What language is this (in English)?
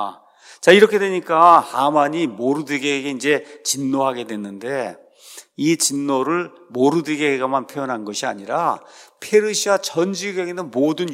Korean